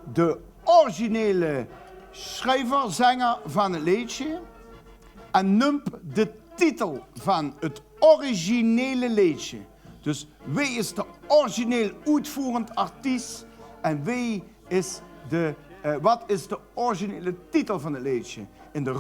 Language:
Limburgish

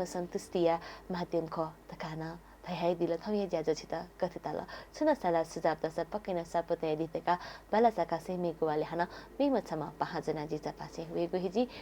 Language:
Newari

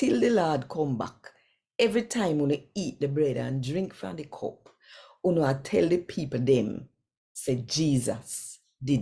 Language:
Jamaican Creole English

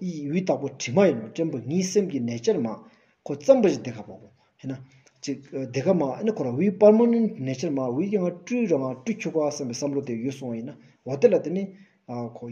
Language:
Stod Bhoti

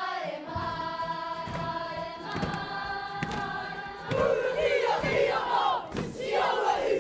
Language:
Māori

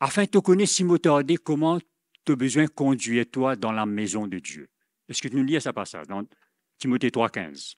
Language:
Morisyen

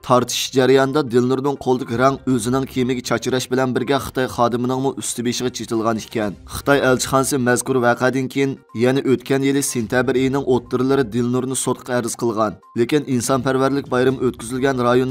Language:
Uyghur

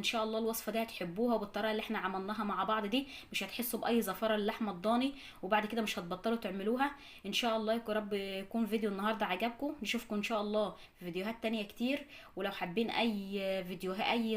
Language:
Egyptian Arabic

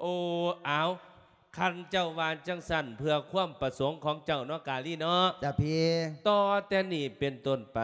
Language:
Lao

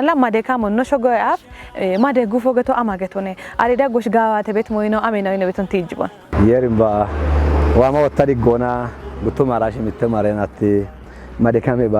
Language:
Kafa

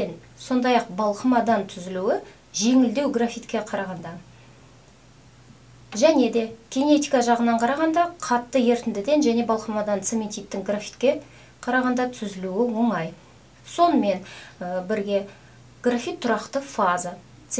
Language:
Kazakh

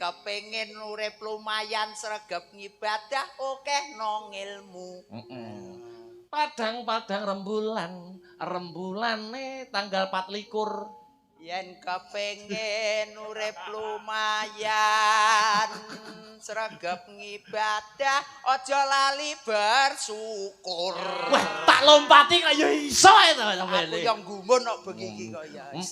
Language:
Javanese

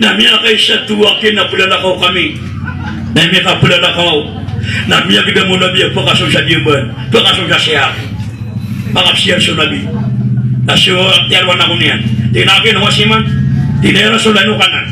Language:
Maranao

